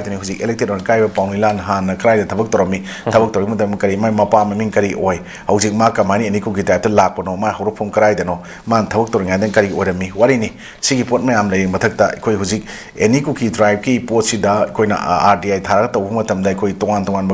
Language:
Manipuri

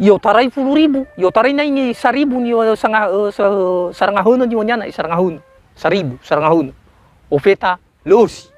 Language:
Nias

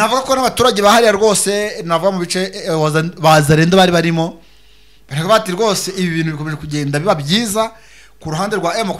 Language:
Kinyarwanda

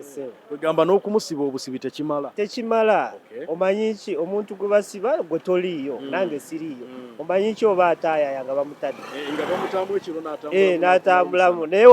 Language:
Ganda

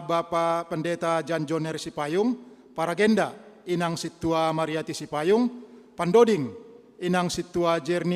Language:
Batak Simalungun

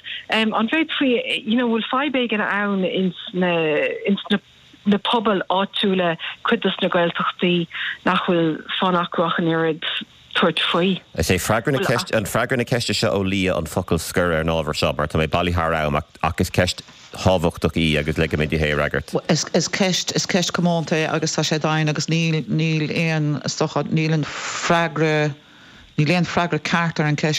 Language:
Irish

